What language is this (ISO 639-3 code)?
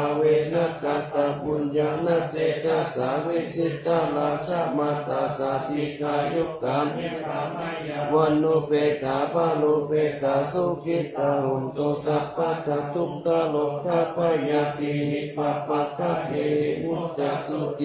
pli